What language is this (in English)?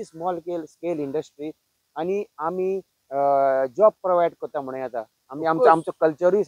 Konkani